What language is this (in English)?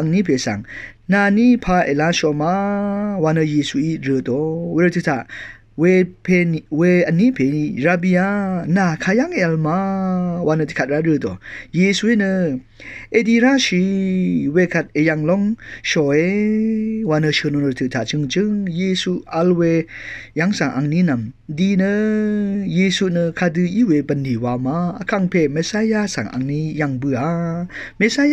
Rawang